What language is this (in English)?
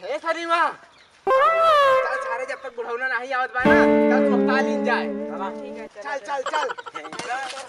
Awadhi